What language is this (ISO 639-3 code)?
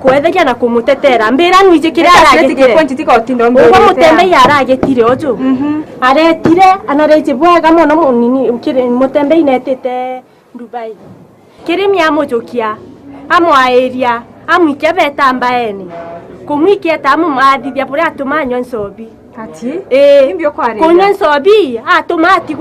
mer